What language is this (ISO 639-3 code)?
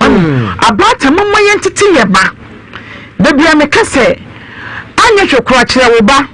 aka